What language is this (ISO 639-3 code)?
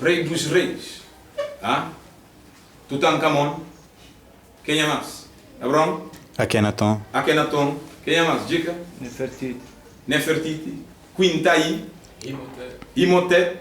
kea